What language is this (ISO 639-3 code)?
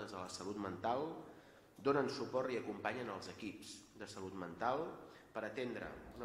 cat